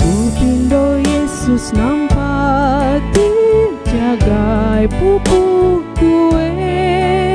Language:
Batak Karo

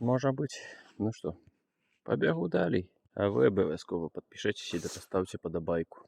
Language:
Belarusian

